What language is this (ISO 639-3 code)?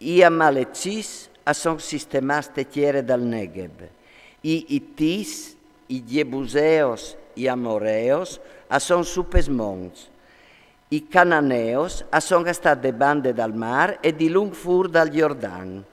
fur